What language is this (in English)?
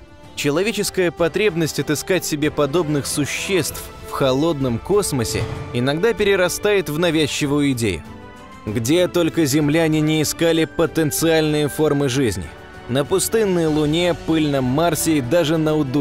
Russian